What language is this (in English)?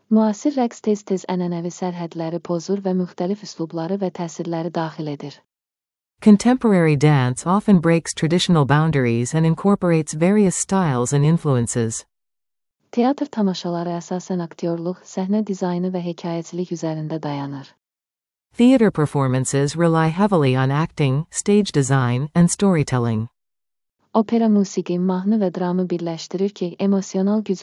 Azerbaijani